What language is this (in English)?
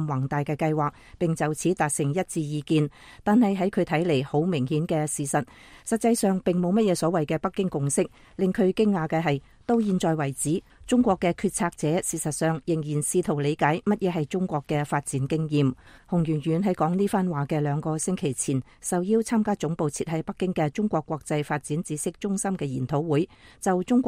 Cantonese